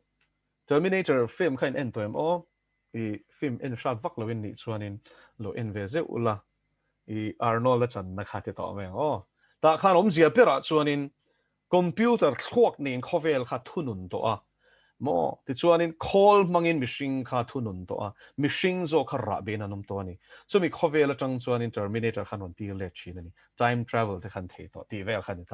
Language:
Mizo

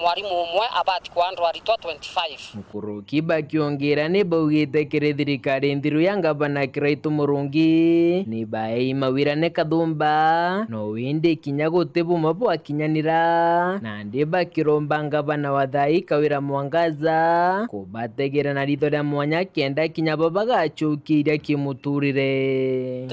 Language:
Meru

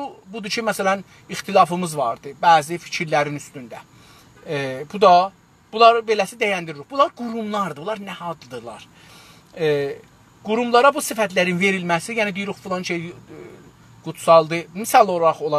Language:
South Azerbaijani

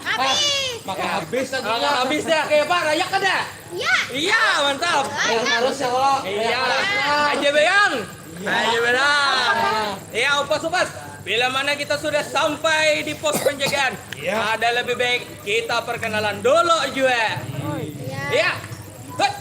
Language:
Banjar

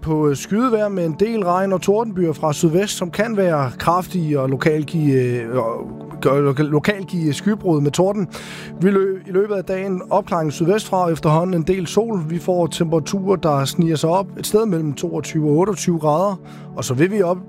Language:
Danish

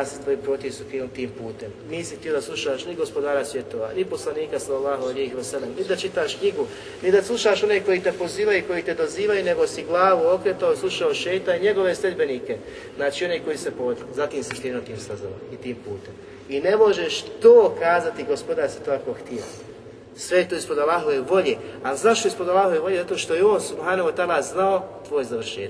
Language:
Bosnian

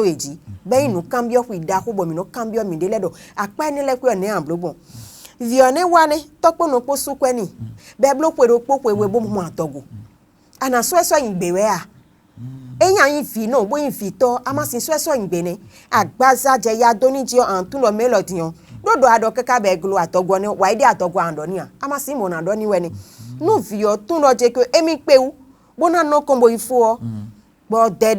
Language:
Fon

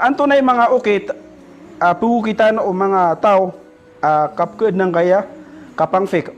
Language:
Maranao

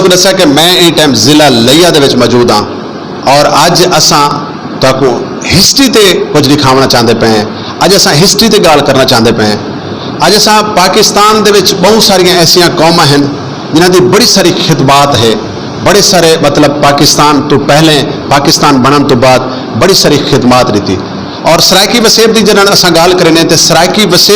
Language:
Saraiki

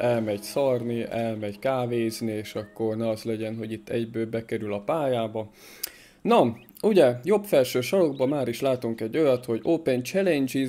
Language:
Hungarian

